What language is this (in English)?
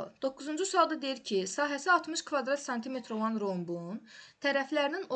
Azerbaijani